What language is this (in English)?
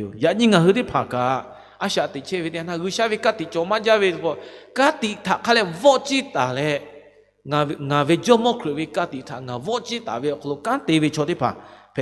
Lahu